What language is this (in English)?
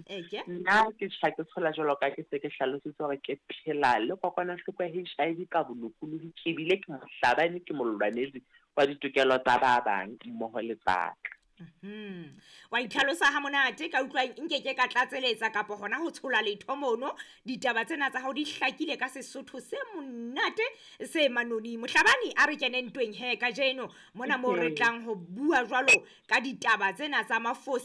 Southern Sotho